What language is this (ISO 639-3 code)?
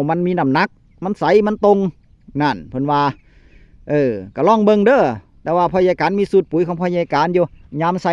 tts